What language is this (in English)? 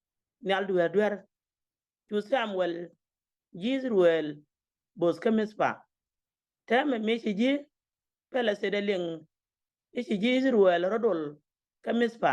Nuer